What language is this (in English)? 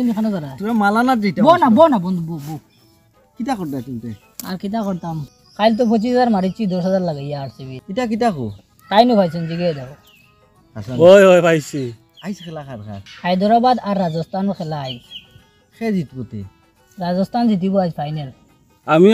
Sylheti